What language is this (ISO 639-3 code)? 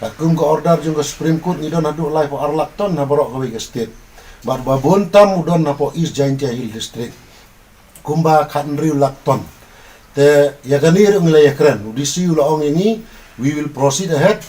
kha